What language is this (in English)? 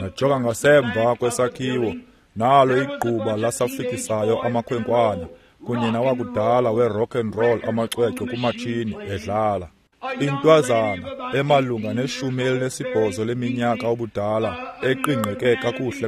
Xhosa